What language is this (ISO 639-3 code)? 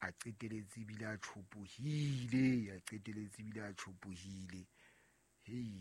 sot